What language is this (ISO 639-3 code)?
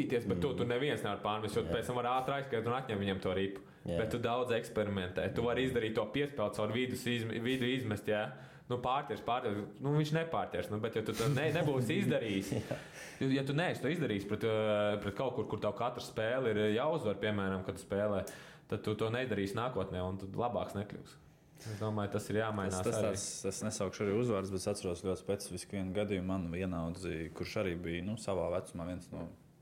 lav